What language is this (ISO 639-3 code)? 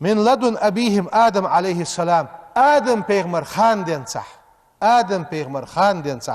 inh